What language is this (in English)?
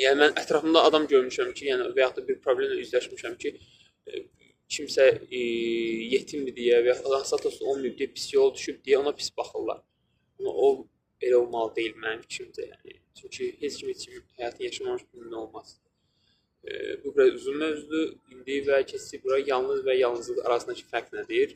Azerbaijani